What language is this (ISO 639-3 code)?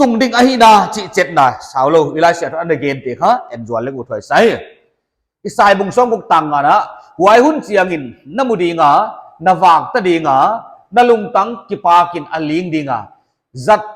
pck